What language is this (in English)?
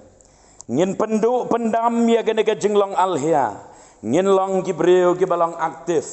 Khasi